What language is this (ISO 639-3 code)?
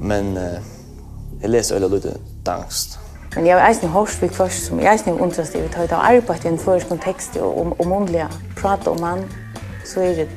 fao